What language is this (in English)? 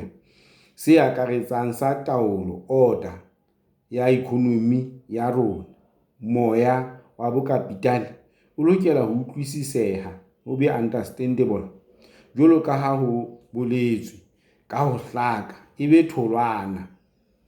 Southern Sotho